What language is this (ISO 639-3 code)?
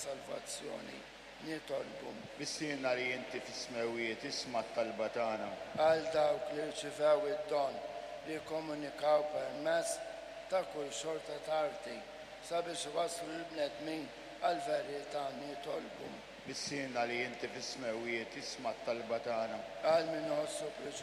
mlt